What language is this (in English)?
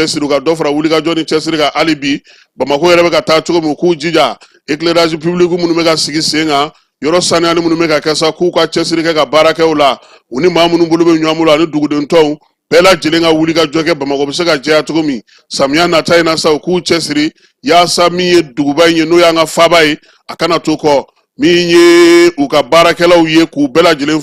Bambara